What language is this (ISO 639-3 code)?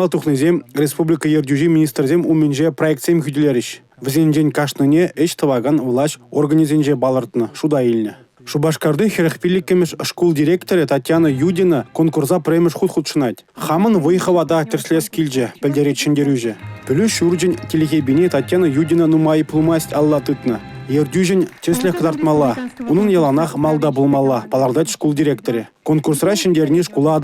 chv